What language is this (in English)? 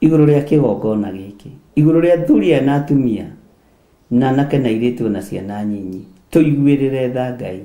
Kikuyu